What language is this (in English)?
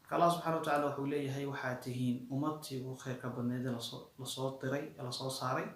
Somali